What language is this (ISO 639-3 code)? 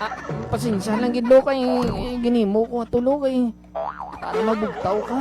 hil